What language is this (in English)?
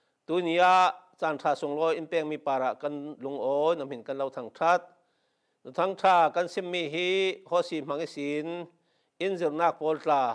Falam Chin